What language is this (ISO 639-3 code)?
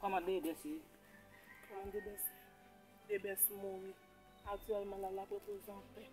hat